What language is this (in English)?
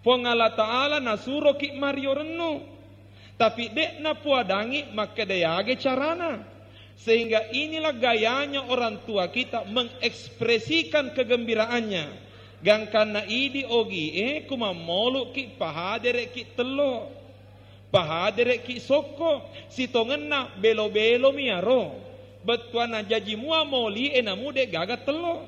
Buginese